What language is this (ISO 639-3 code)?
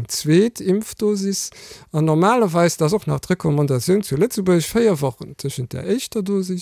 ltz